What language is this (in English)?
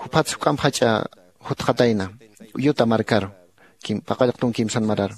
Aymara